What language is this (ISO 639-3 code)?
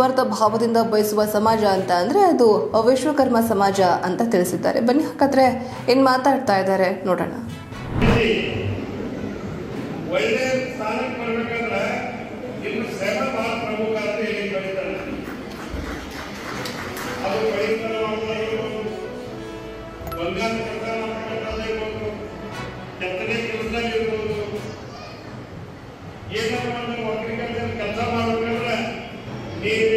kan